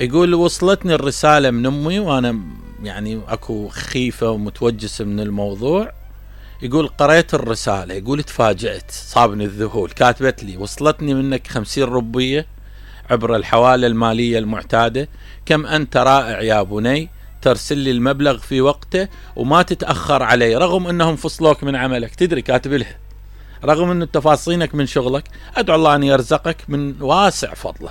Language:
Mesopotamian Arabic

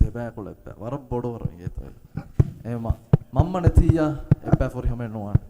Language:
Divehi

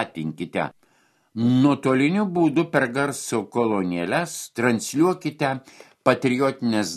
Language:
Lithuanian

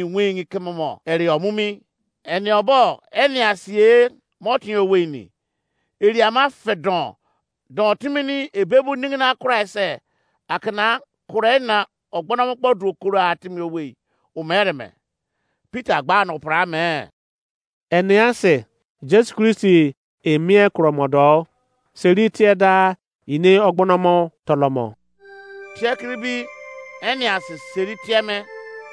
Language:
Izon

